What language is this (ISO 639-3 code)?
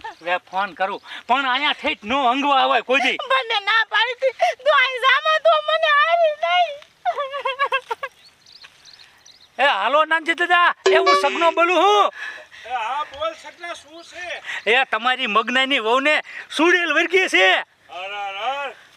guj